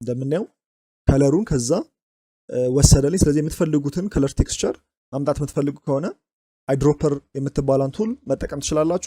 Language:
Amharic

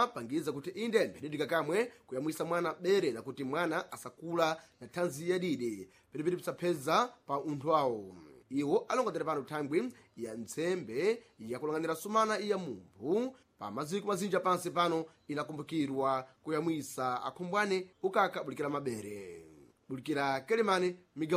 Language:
Sena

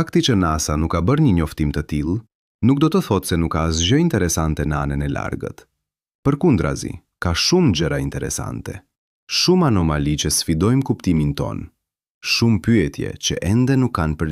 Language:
Albanian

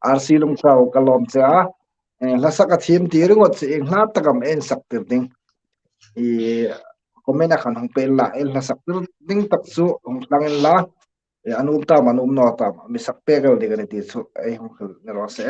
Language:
Hmar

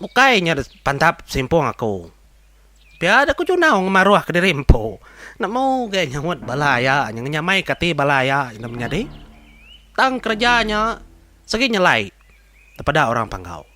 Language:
Iban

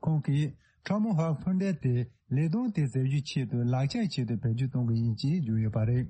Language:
Tibetan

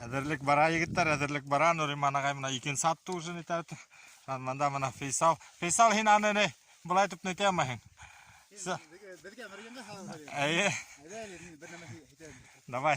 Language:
Bashkir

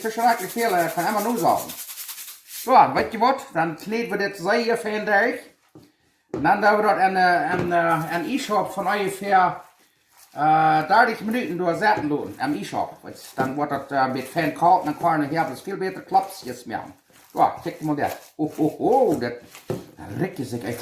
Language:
Plautdietsch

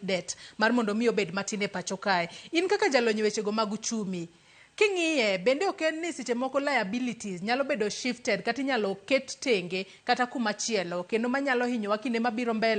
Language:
Luo (Kenya and Tanzania)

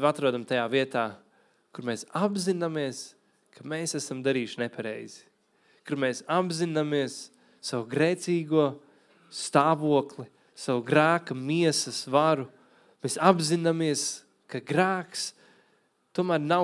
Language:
Latvian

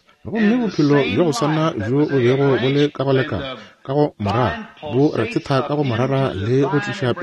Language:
Northern Sotho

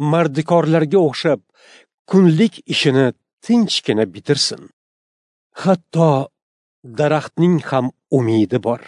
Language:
Uzbek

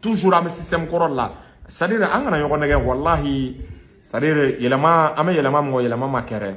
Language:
Bambara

